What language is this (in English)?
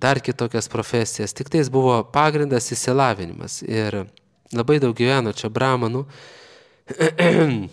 Lithuanian